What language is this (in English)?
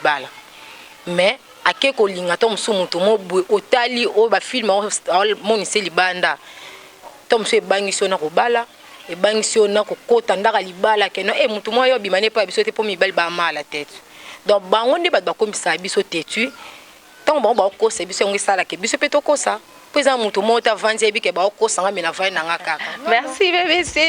Lingala